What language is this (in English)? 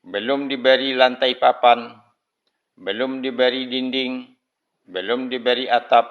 Minangkabau